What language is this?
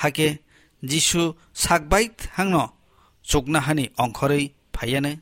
Kok Borok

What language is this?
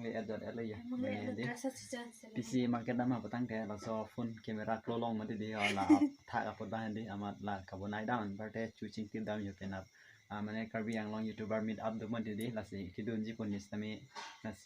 Karbi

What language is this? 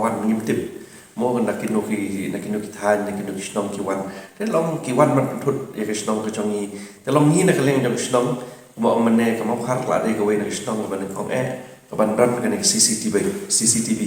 Khasi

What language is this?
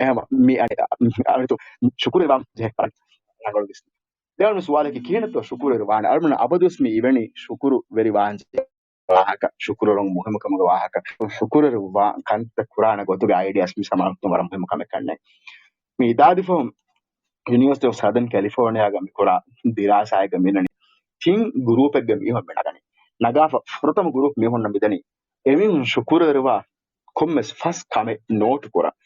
Divehi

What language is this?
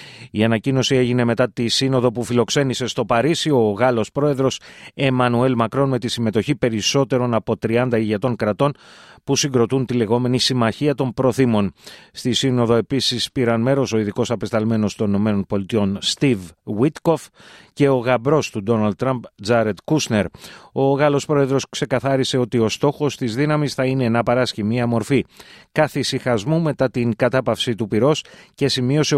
Greek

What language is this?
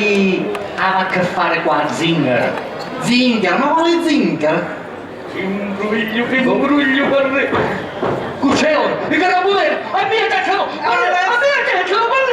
Sicilian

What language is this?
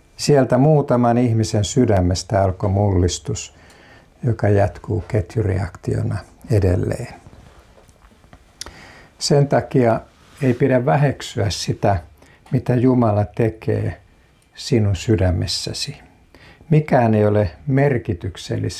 Finnish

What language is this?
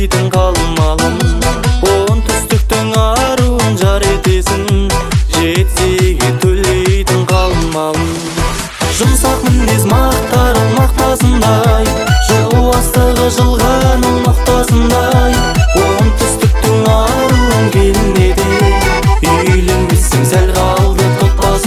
Kazakh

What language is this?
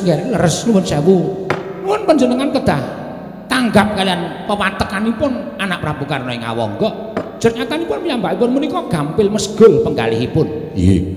Javanese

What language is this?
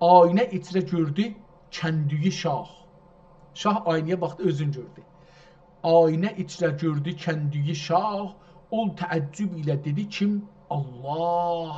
South Azerbaijani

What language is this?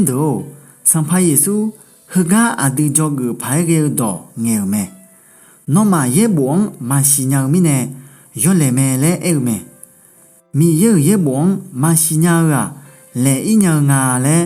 Akha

